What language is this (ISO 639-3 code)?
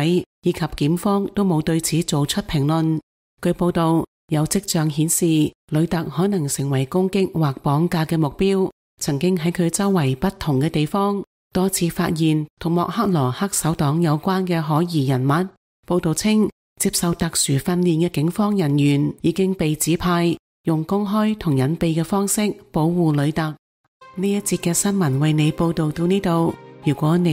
yue